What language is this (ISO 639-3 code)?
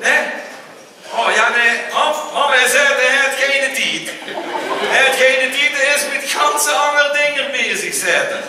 lim